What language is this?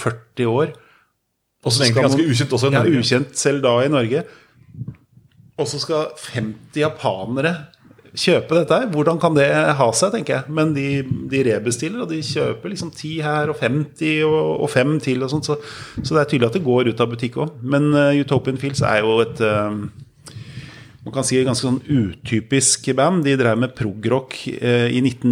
Norwegian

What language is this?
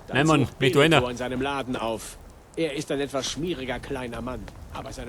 Bavarian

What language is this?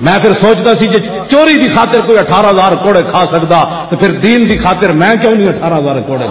Western Panjabi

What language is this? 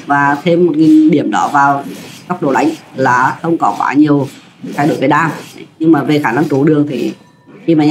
Vietnamese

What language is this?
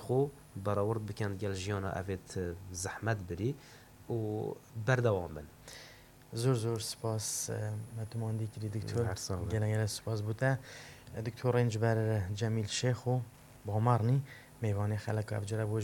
Kurdish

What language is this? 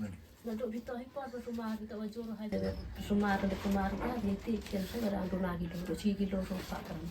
Khasi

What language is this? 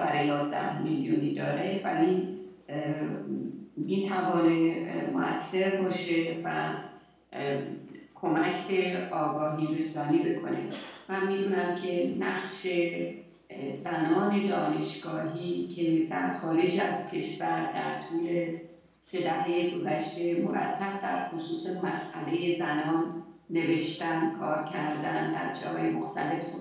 Persian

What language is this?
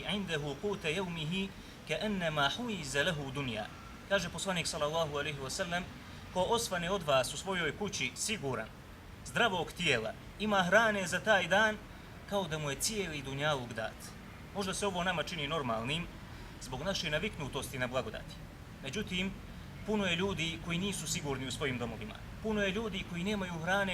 Bosnian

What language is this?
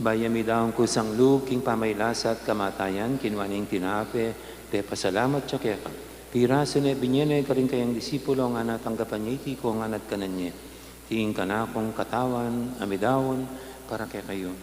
Pampanga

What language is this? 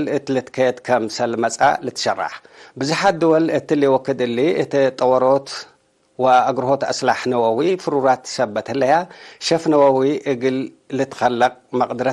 Tigre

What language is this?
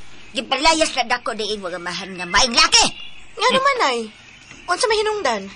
Cebuano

